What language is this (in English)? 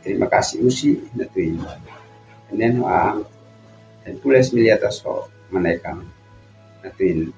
Uab Meto